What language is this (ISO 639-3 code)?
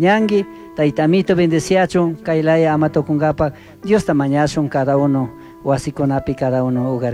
qug